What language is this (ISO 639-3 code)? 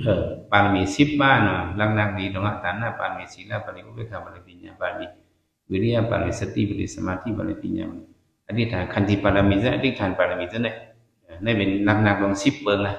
shn